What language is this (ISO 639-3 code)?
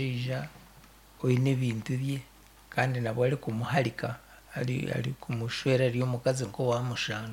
nyn